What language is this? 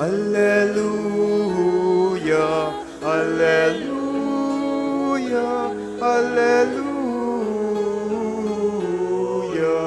Pampanga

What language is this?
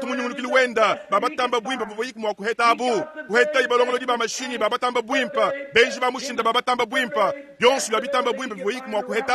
Luba-Lulua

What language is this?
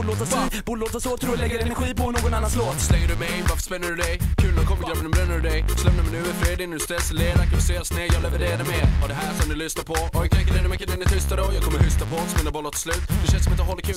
Swedish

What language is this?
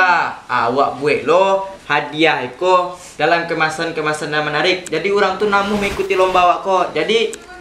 Minangkabau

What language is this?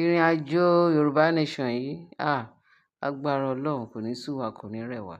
Yoruba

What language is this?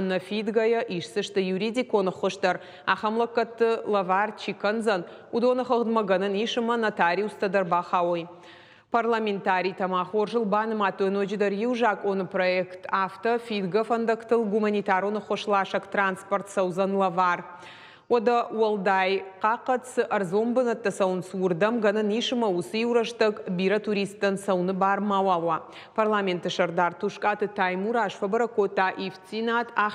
Ossetic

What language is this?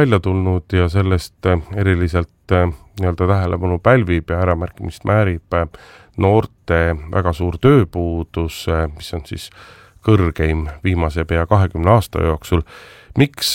Estonian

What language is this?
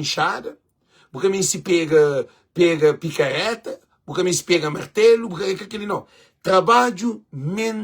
Kabuverdianu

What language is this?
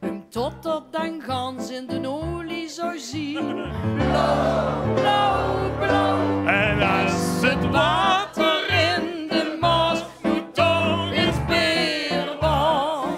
Limburgish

